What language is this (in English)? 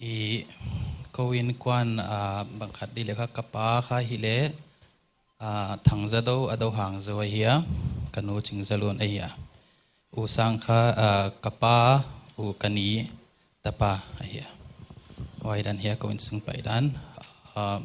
Paite Chin